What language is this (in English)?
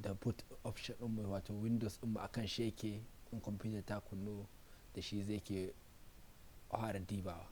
Hausa